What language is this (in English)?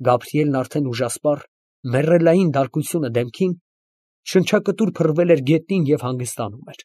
Armenian